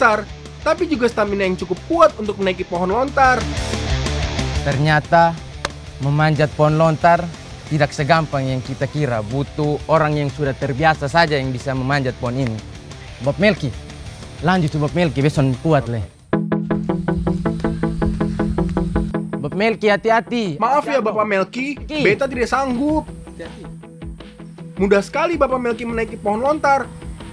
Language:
Indonesian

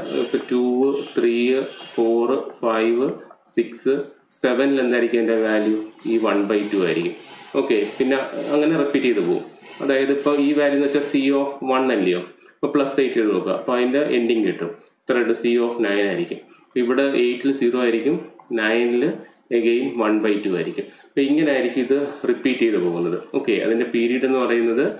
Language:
Malayalam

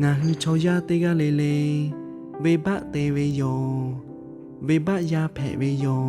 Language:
Lahu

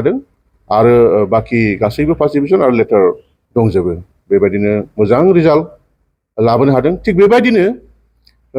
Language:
Bodo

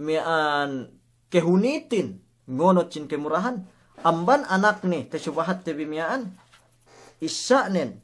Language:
Yakan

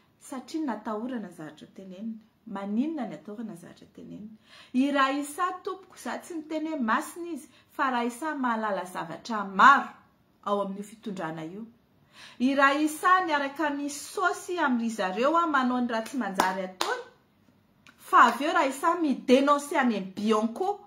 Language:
Malagasy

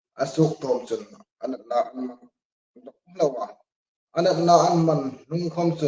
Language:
Hmar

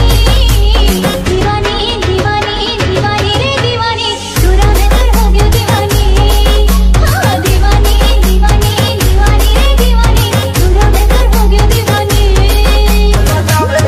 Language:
Chhattisgarhi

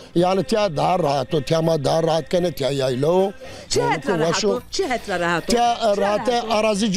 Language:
Zaza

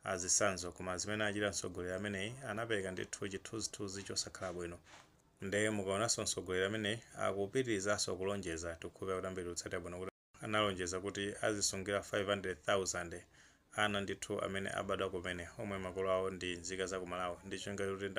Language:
Nyanja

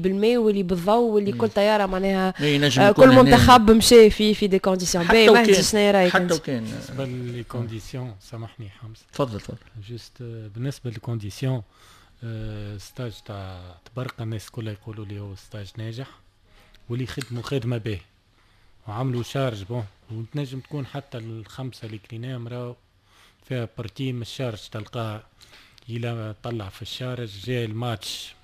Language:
Tunisian Arabic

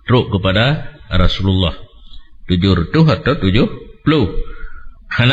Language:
Achinese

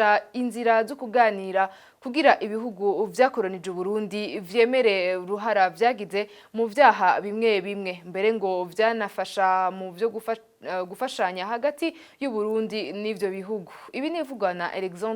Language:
Rundi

